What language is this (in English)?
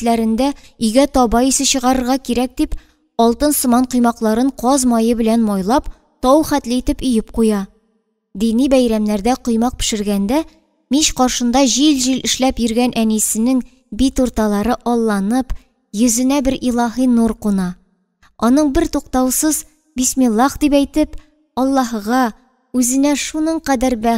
Tatar